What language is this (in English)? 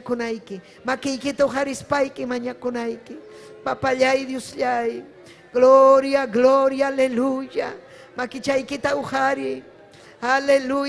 Ayacucho Quechua